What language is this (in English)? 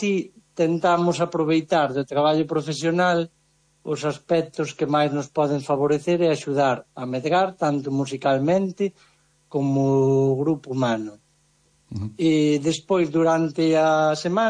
Galician